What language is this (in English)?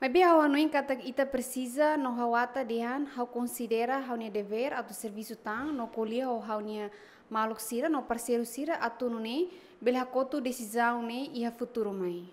Tetum